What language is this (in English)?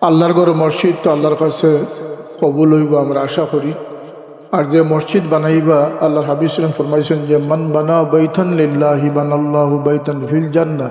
Sylheti